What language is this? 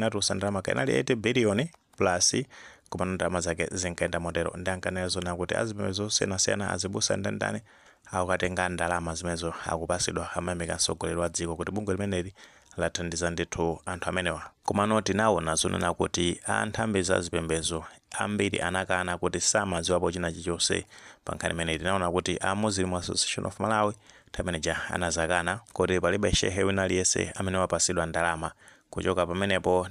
Nyanja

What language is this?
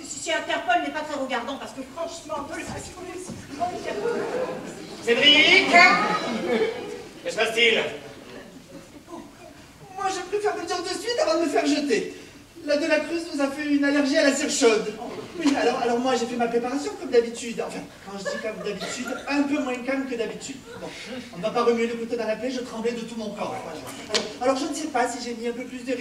French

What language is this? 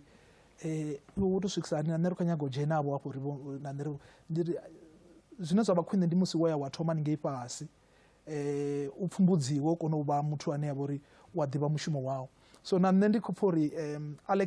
Venda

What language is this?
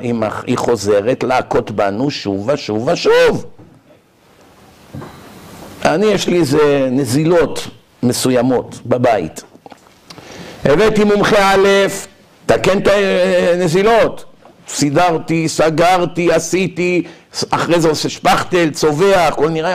Hebrew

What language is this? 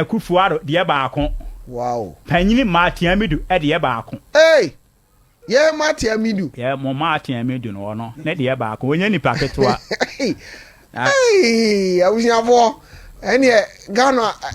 Akan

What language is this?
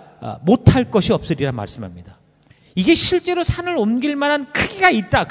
Korean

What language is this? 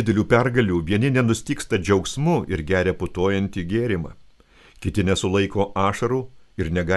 Lithuanian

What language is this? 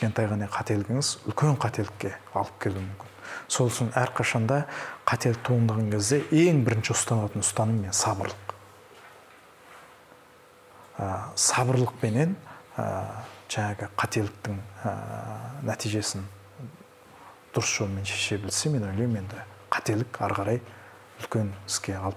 Kazakh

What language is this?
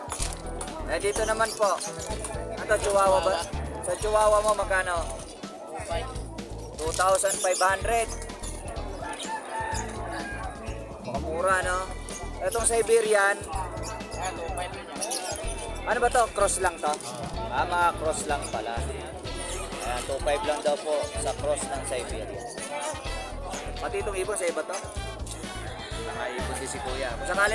Filipino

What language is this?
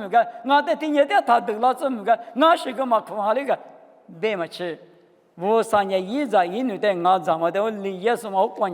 Lisu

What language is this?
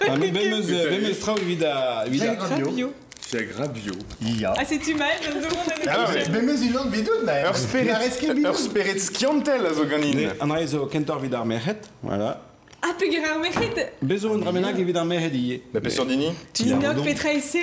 Breton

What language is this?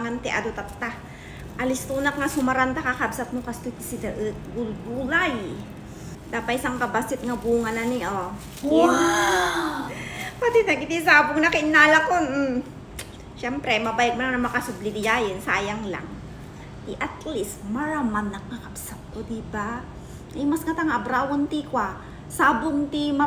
Iloko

